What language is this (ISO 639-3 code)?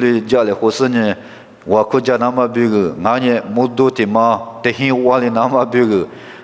lis